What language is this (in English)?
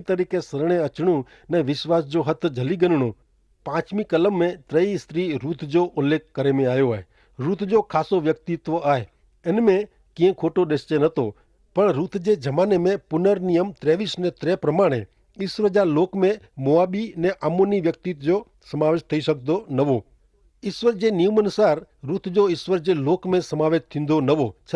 Kachhi